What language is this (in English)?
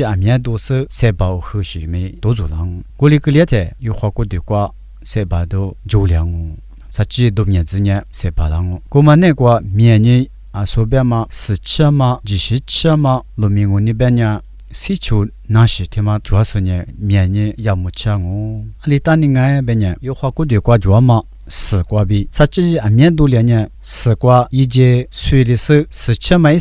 Lisu